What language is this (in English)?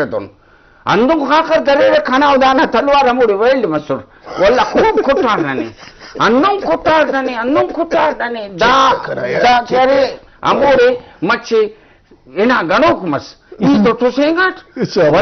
Brahui